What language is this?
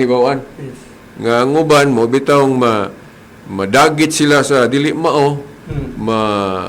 Cebuano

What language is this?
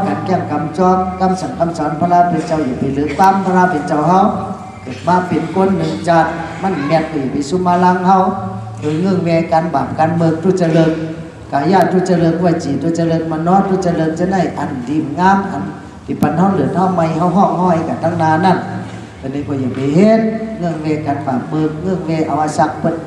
Shan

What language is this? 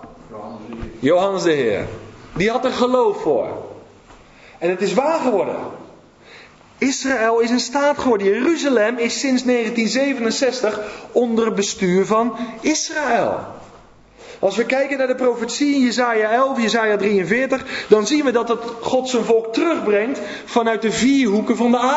Dutch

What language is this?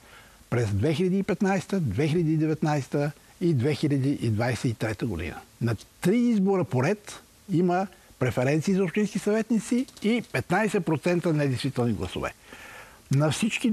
Bulgarian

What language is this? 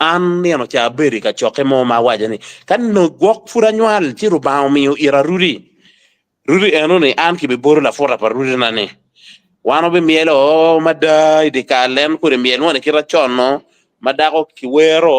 Acoli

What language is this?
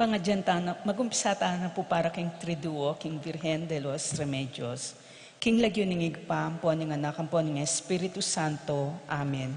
Pampanga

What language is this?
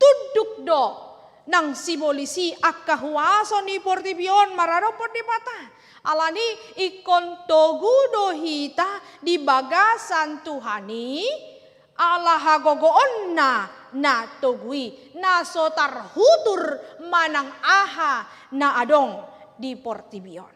Batak Toba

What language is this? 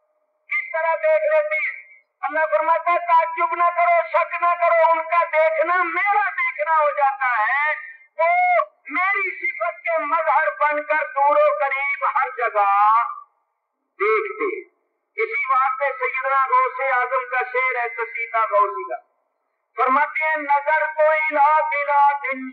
Urdu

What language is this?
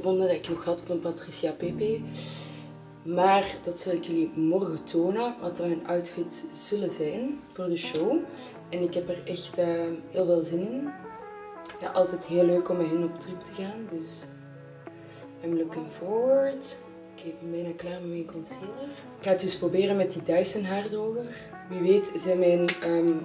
Dutch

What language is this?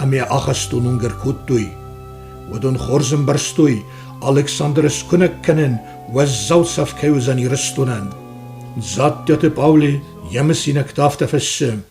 Ossetic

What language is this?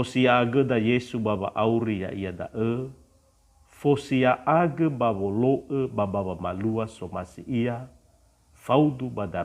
Nias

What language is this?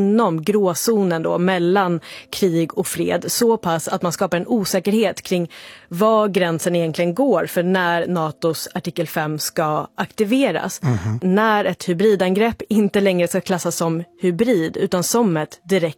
Swedish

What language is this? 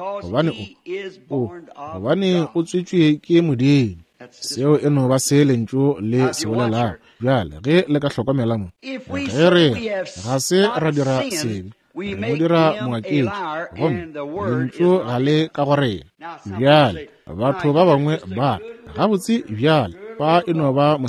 Northern Sotho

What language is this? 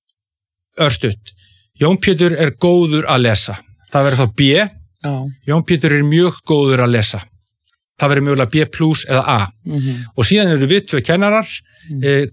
Icelandic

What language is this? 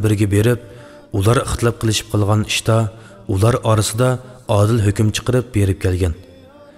Uyghur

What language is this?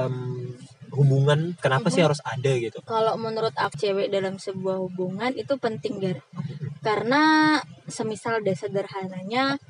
Indonesian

